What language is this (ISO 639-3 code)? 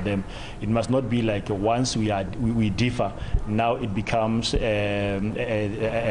tsn